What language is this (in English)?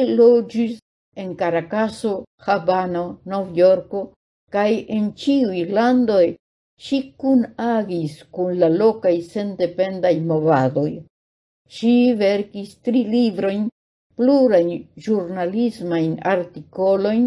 Esperanto